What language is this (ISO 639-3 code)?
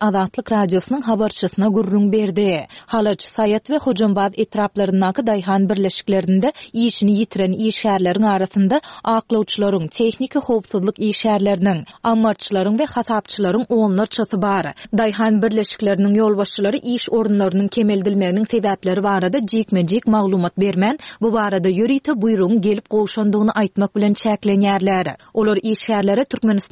tuk